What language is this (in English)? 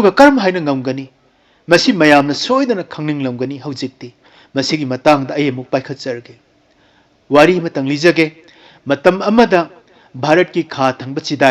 Manipuri